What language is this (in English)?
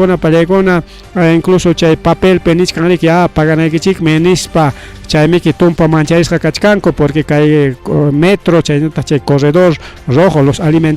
Ayacucho Quechua